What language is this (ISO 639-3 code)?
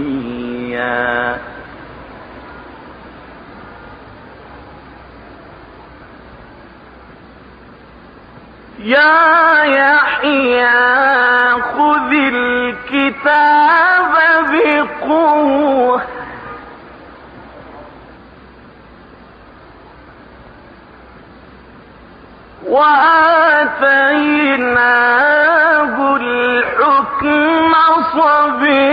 ara